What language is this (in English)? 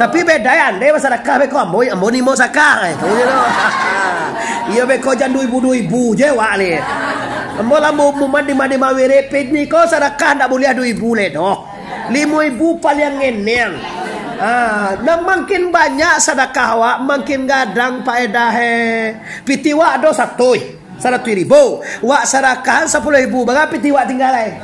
Minangkabau